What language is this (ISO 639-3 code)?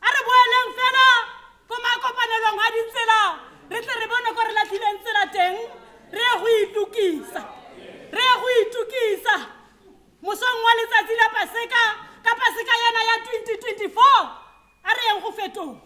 tsn